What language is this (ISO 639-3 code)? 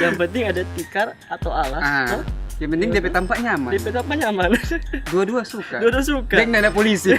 xmm